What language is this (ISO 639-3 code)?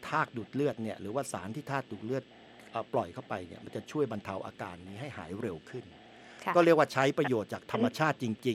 tha